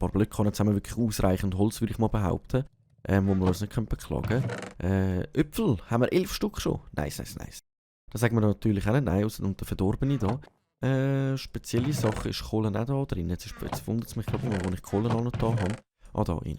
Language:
Swiss German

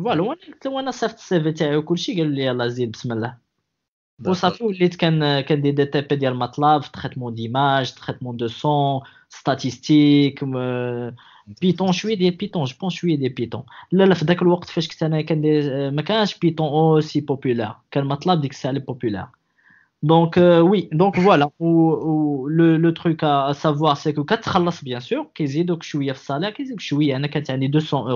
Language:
Moroccan Arabic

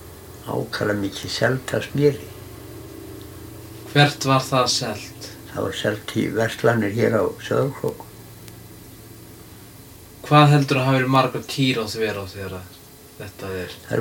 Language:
Icelandic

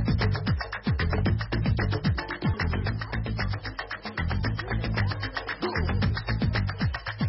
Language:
Swahili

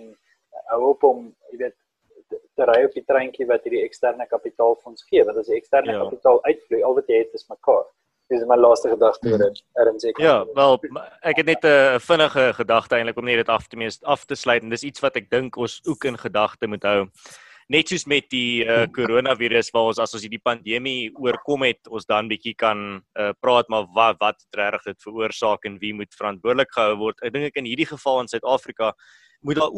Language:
Afrikaans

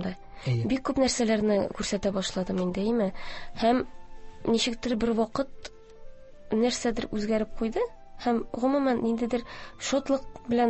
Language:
Tatar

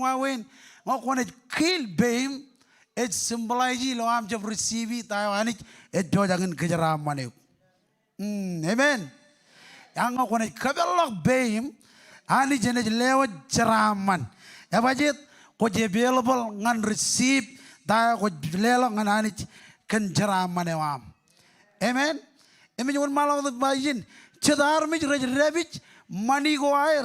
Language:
Marshallese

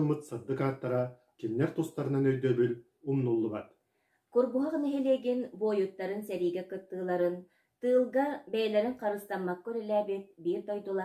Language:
Yakut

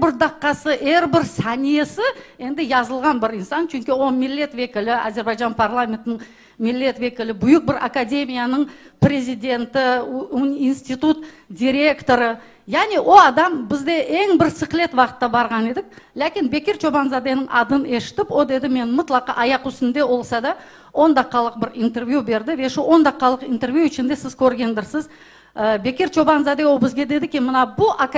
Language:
Crimean Tatar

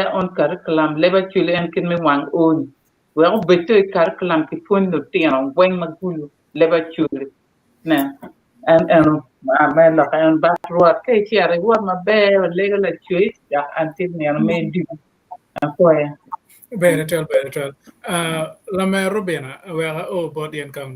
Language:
Acoli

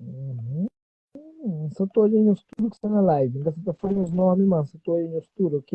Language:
Kabuverdianu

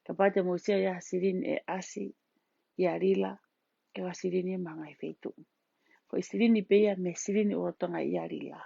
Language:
Tongan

